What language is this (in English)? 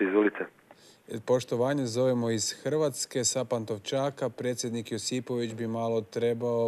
Croatian